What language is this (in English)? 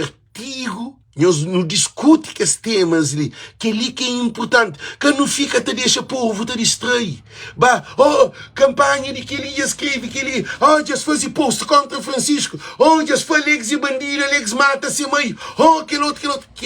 Kabuverdianu